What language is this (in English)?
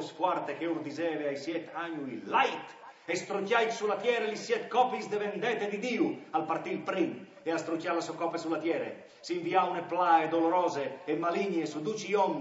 Friulian